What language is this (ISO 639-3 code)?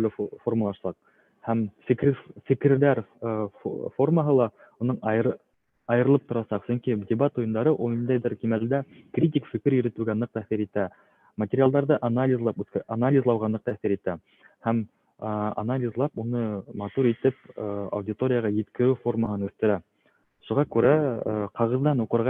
bak